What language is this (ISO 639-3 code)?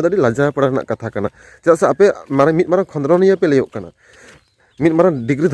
sat